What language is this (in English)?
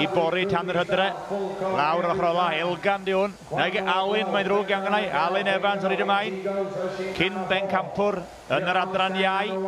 Welsh